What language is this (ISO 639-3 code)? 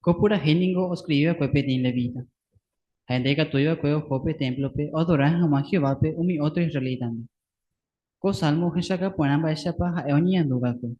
grn